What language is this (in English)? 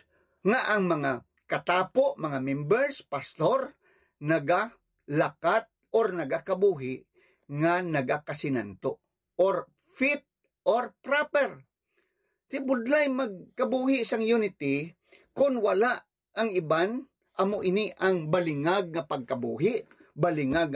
Hiligaynon